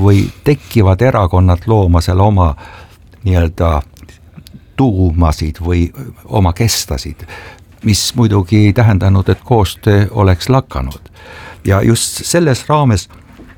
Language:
Estonian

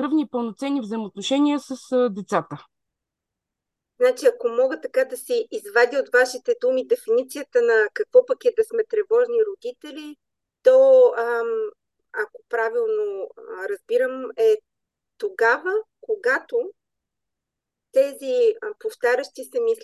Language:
Bulgarian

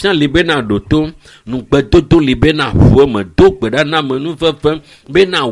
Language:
Ewe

